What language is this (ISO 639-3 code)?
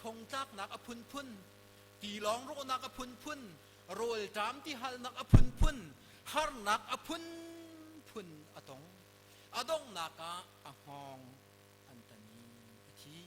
cnh